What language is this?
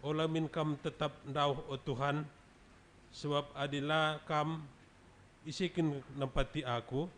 Batak Karo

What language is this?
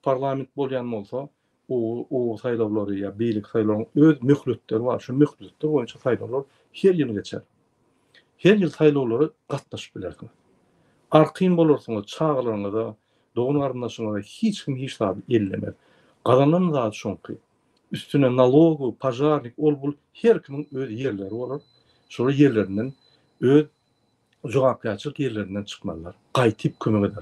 Turkmen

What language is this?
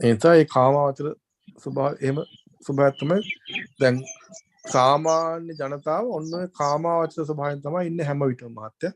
Sinhala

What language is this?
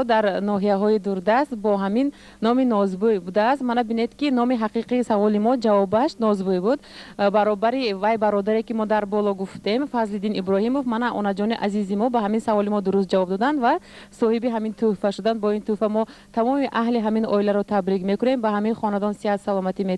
Tajik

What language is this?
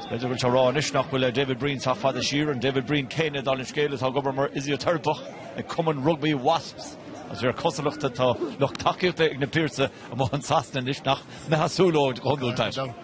Irish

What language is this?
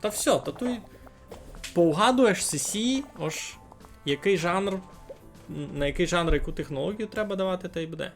Rusyn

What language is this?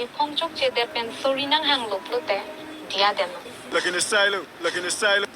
Karbi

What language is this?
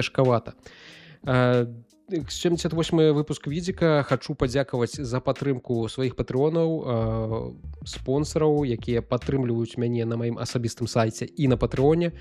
Belarusian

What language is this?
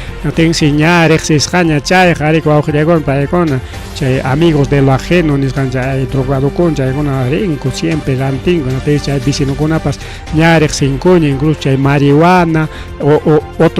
Ayacucho Quechua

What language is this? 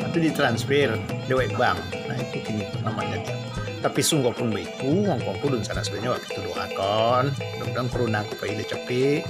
Minangkabau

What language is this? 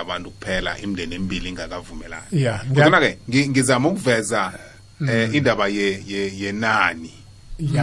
South Ndebele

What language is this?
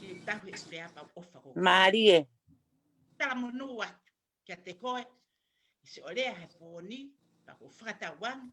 Tongan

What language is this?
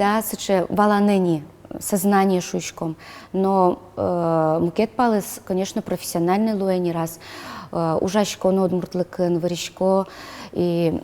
Udmurt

